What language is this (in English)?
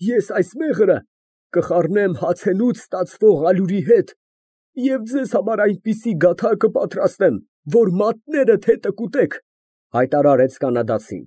Armenian